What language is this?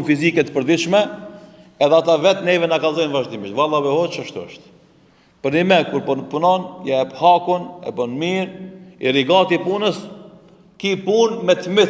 Albanian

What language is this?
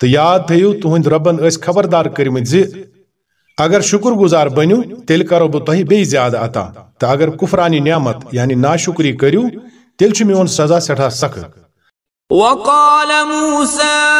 Kashmiri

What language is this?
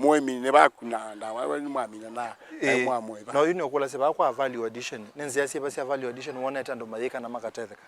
Kamba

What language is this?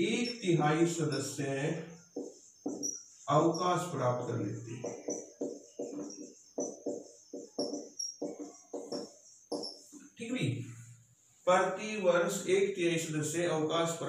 Hindi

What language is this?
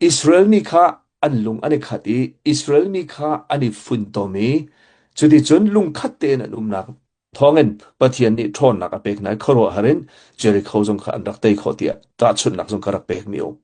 Hakha Chin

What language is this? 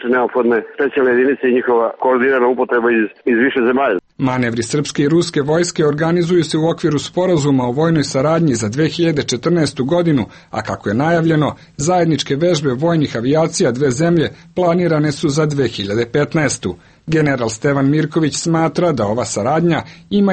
Serbian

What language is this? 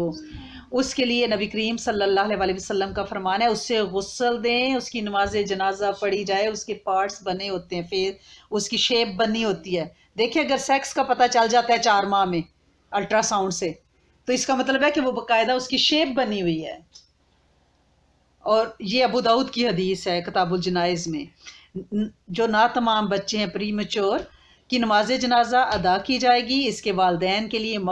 Urdu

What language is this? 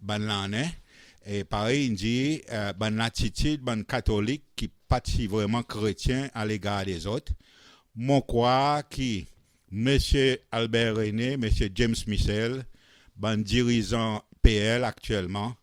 Seselwa Creole French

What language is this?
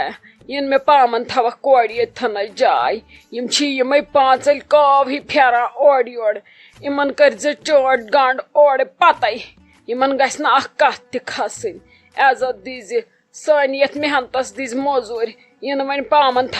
Kashmiri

